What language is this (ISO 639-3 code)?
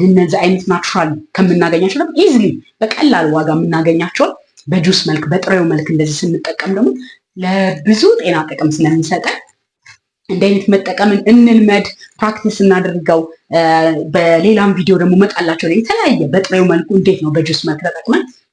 amh